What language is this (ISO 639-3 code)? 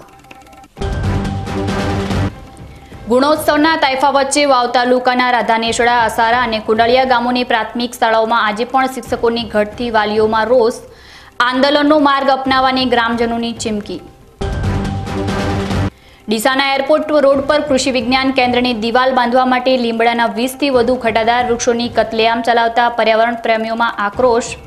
guj